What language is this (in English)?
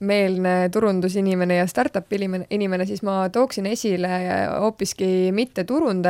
Estonian